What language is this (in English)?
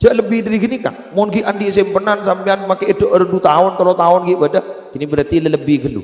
Madurese